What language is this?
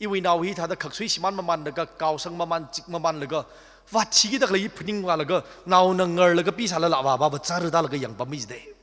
Tangkhul Naga (India)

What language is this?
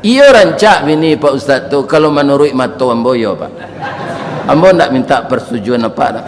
Minangkabau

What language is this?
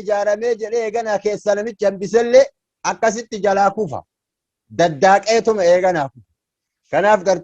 Oromo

